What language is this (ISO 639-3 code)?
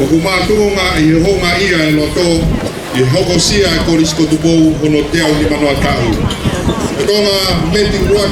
ton